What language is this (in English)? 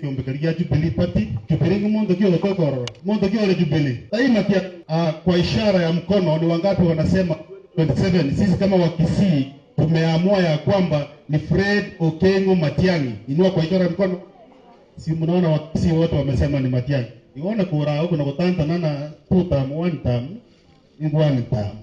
Gusii